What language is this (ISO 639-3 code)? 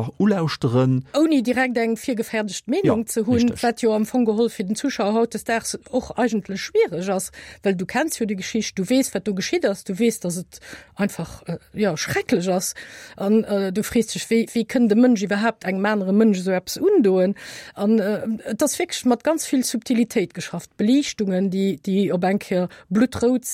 ltz